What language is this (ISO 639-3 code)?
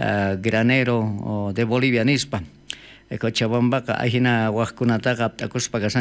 quh